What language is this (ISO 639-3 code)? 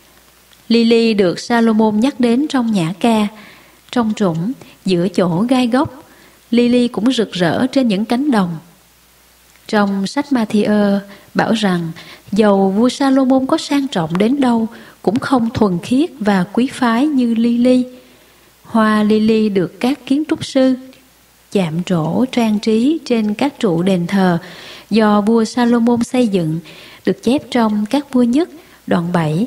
vie